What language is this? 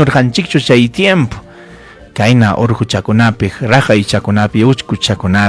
Ayacucho Quechua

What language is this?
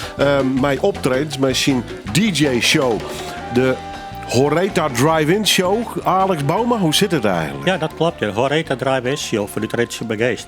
Western Frisian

